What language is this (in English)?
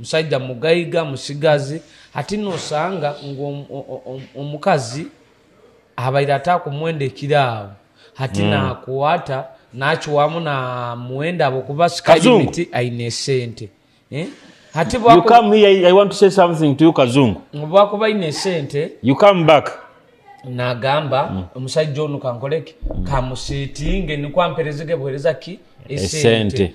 Nyoro